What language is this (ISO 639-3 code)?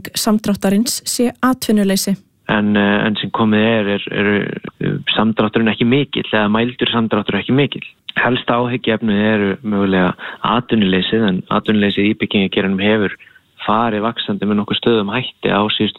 isl